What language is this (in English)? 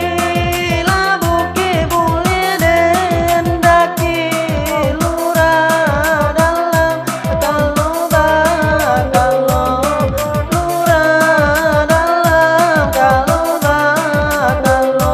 Minangkabau